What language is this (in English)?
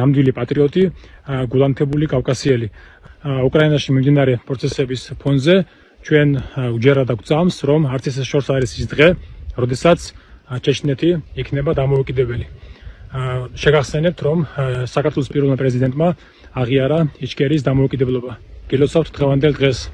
Chechen